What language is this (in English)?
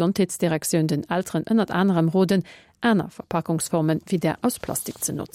Luxembourgish